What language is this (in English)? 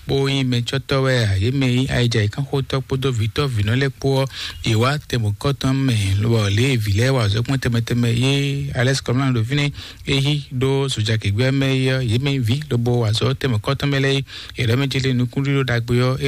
Fon